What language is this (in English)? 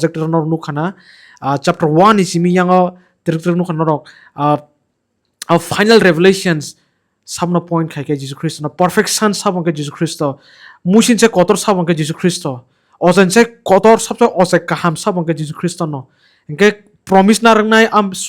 Kok Borok